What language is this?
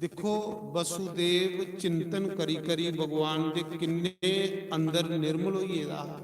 Dogri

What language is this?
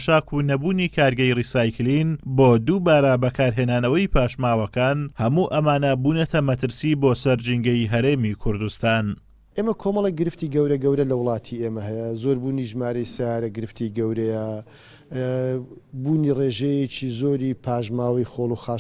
Central Kurdish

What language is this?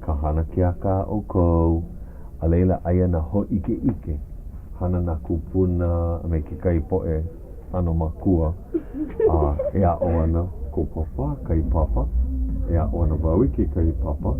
Hawaiian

